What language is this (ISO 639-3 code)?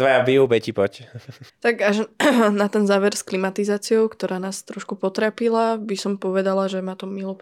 slk